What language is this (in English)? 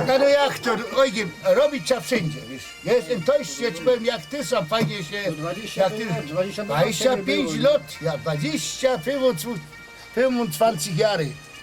Silesian